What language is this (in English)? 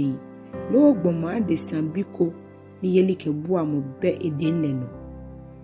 Ga